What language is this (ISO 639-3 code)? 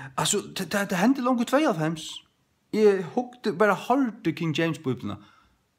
fao